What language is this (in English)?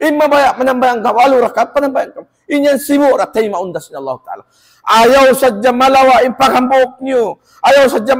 Tausug